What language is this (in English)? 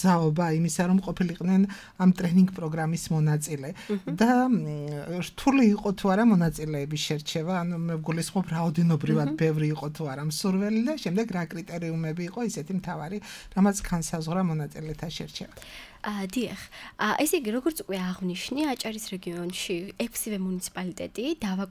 Georgian